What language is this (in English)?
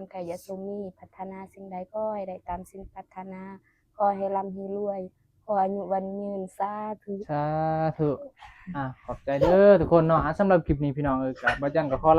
Northeastern Thai